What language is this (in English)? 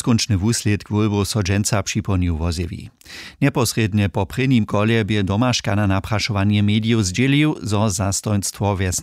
Upper Sorbian